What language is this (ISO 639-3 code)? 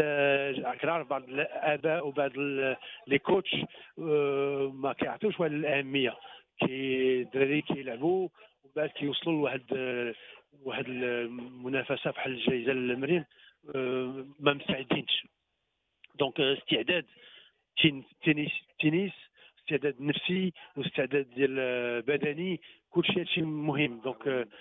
ary